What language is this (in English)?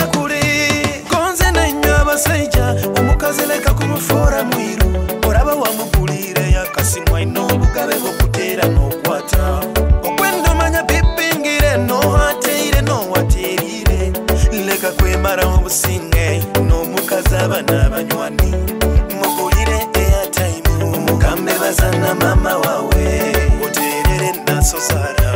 Nyoro